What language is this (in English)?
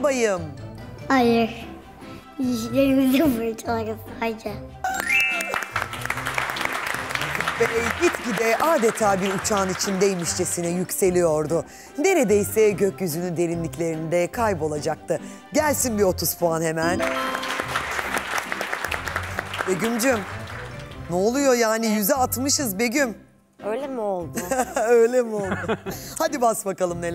Turkish